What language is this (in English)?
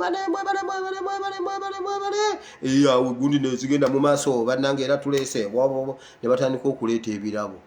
Ganda